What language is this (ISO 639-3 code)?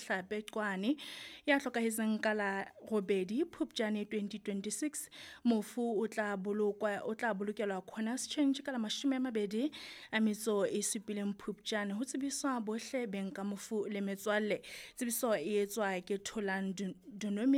sot